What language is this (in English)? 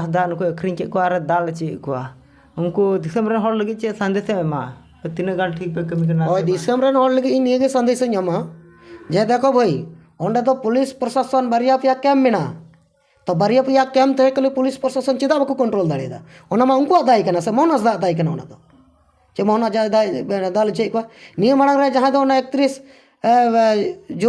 Santali